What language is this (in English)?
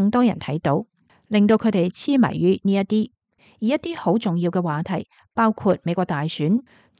Cantonese